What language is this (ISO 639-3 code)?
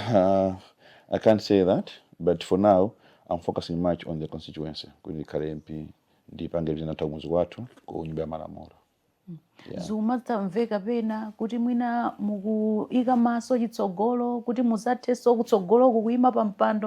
nya